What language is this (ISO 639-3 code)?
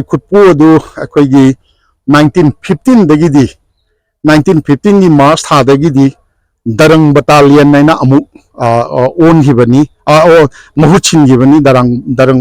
mni